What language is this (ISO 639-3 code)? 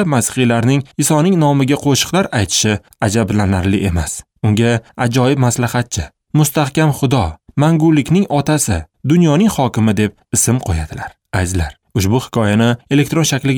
uzb